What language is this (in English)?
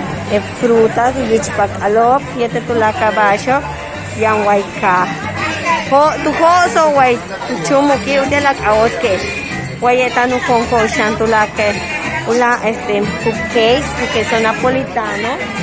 Yucateco